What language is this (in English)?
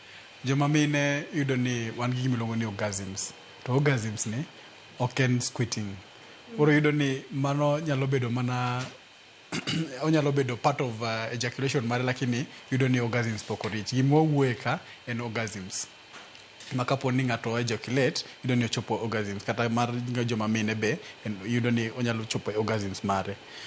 Luo (Kenya and Tanzania)